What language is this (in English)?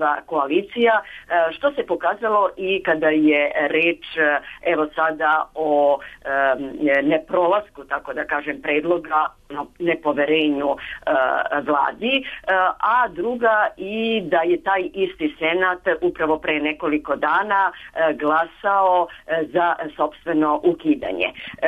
Serbian